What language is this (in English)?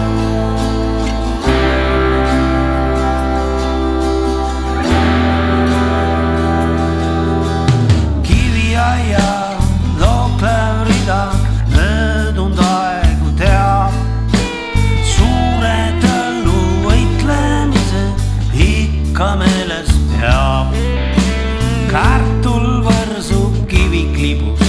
Estonian